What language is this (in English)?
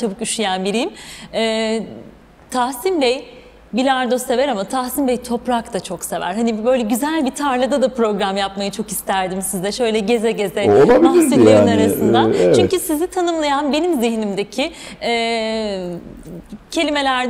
Turkish